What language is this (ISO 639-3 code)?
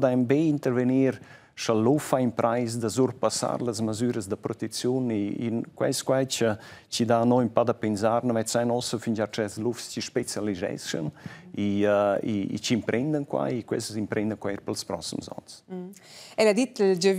roh